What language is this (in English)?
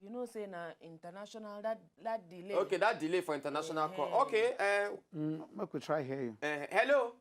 Nigerian Pidgin